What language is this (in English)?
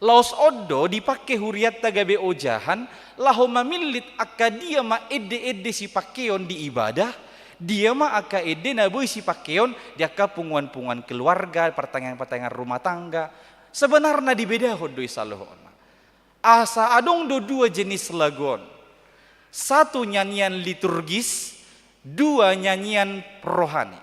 Batak Toba